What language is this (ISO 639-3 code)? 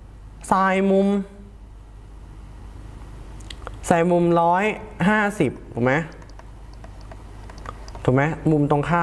tha